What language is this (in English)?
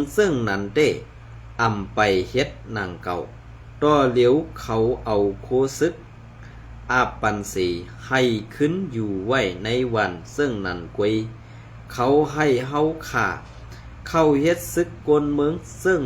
Shan